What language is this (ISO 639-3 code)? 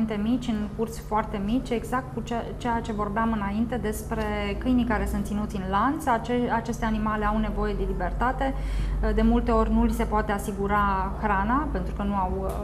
ron